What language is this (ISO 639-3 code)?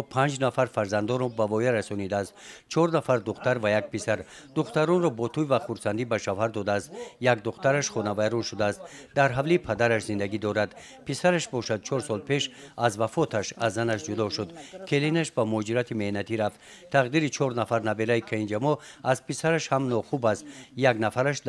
tgk